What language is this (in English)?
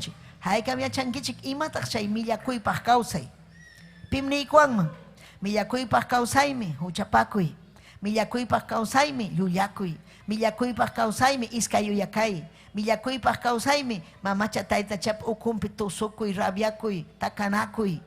Ayacucho Quechua